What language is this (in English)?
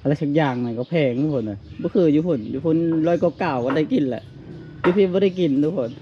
Lao